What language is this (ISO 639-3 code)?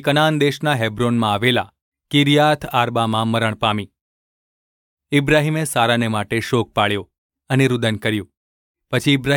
guj